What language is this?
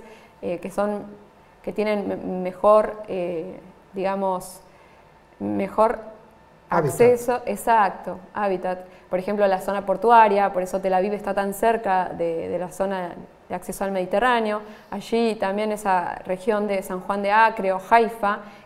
Spanish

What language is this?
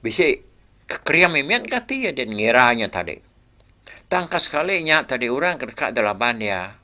Iban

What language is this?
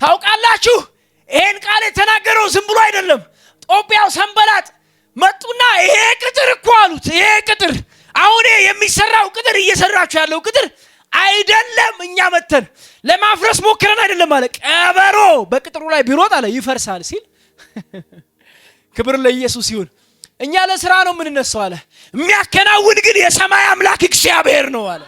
Amharic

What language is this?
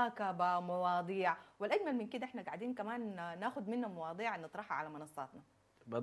Sudanese Arabic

